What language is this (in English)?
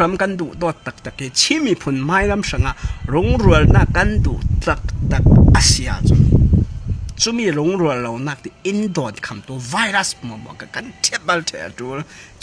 Falam Chin